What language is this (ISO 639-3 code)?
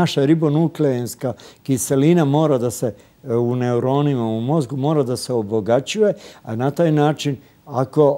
srp